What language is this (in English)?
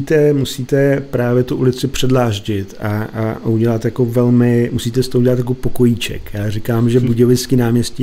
Czech